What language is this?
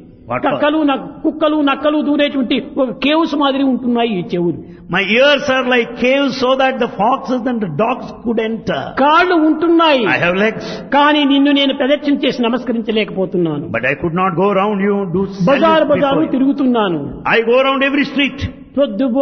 Telugu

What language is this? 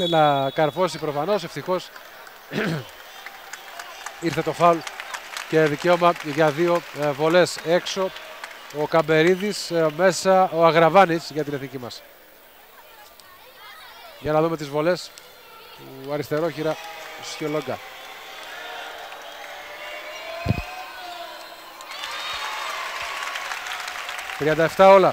Greek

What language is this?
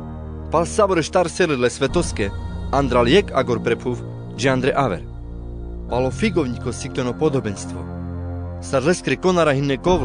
Carpathian Romani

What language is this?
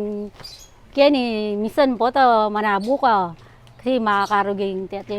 Pampanga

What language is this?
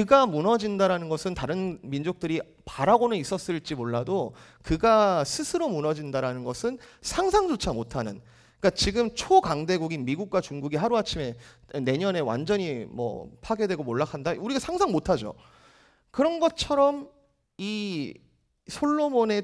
Korean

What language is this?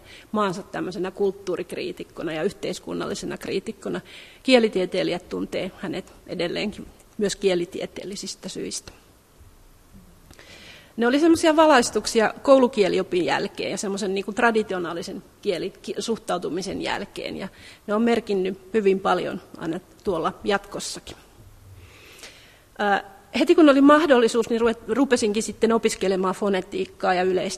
Finnish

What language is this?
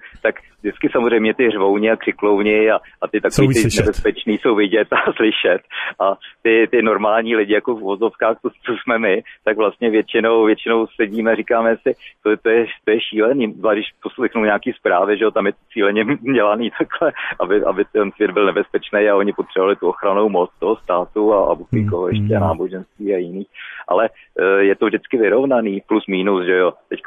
Czech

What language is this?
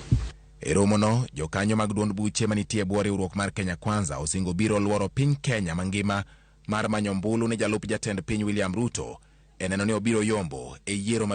Luo (Kenya and Tanzania)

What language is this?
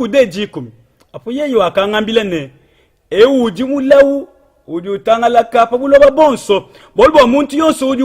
Luba-Lulua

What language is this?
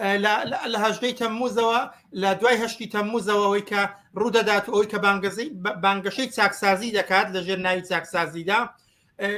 Central Kurdish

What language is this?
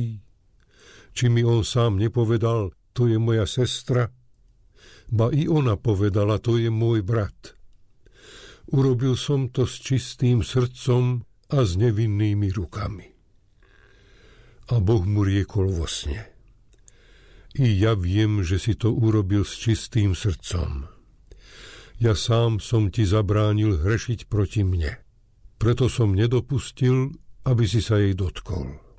Slovak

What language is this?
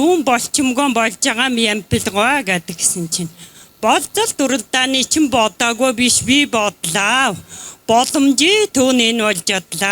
Mongolian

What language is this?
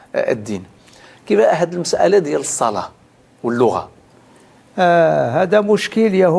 Moroccan Arabic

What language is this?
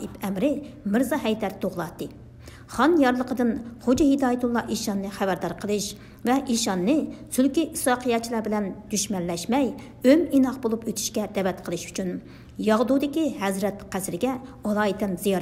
Uyghur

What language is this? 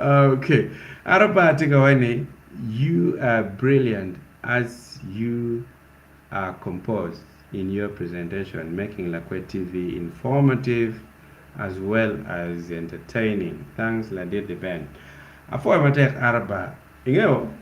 Acoli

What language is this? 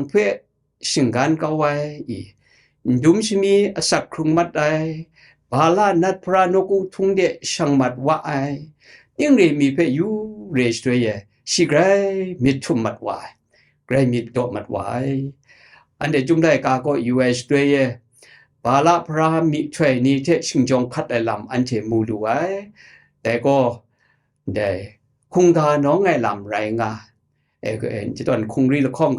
Kachin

